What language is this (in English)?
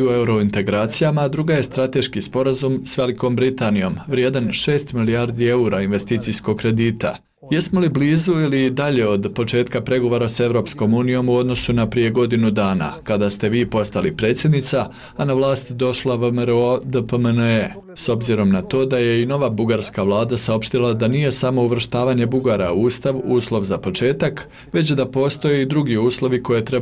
Bosnian